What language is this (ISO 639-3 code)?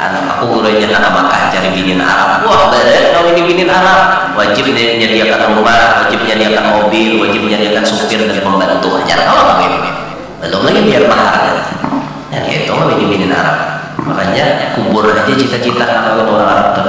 bjn